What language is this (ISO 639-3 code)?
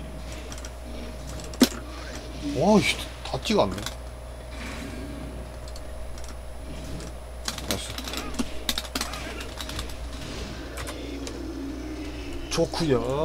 kor